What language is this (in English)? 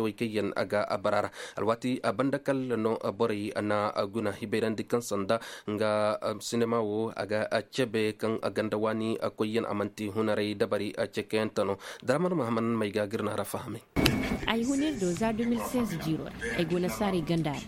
Koyraboro Senni